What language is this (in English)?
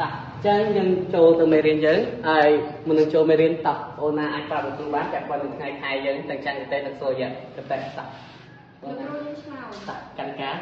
Khmer